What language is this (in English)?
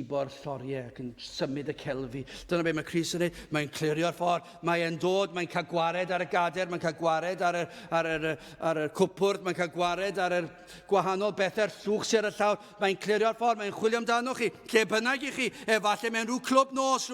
Welsh